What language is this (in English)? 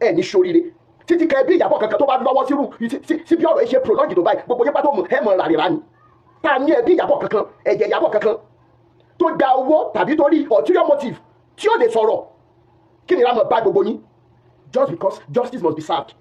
Yoruba